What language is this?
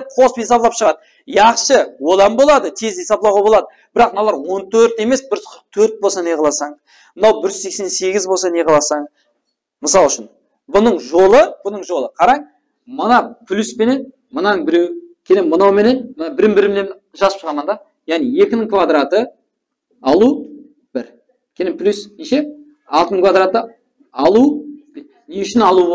Kara-Kalpak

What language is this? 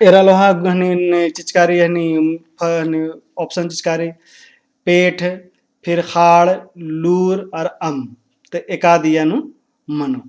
Kurukh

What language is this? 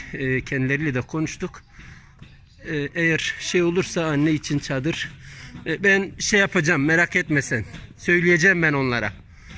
Turkish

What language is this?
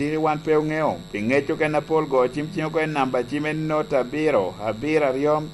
Lango (Uganda)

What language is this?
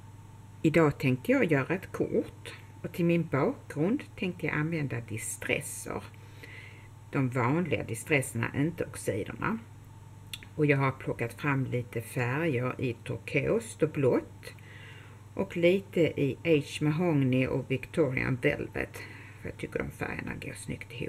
Swedish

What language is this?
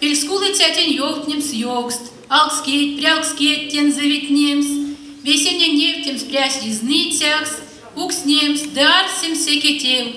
Erzya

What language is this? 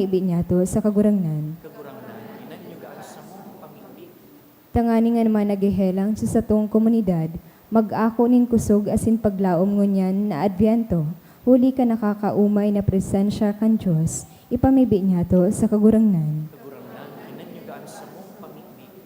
Bikol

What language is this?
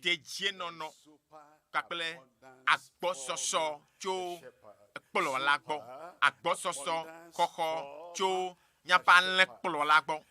Ewe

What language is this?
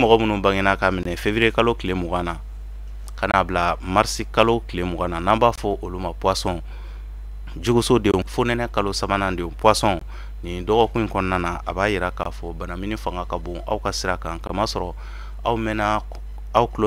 Bambara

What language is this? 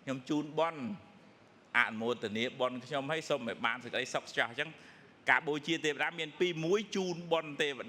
Khmer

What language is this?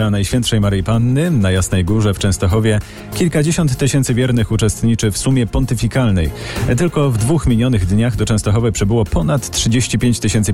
Polish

